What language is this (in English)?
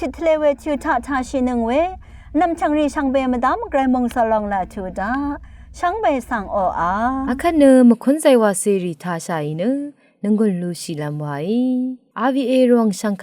Rawang